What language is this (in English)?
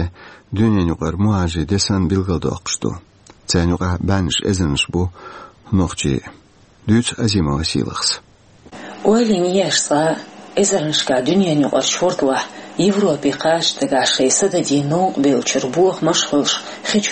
Chechen